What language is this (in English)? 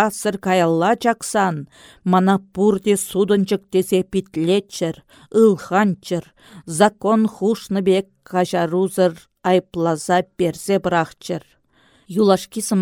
Chuvash